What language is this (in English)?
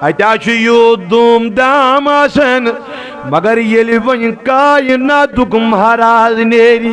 Kashmiri